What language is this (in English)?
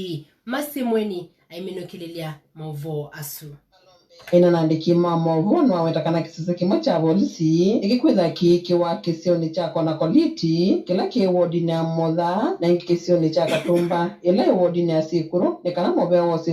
Kamba